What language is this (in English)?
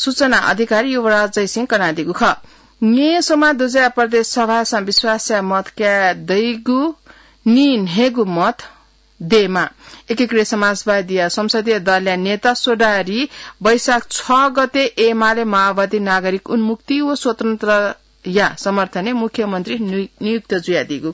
Newari